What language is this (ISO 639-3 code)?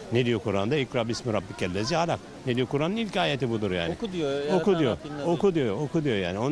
tur